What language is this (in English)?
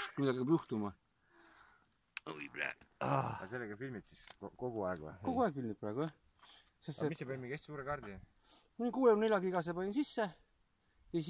Estonian